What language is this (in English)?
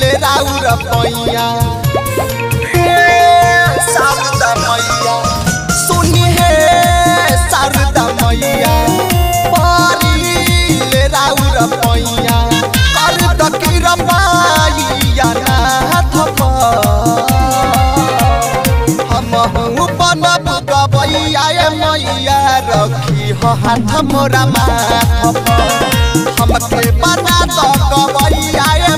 Bhojpuri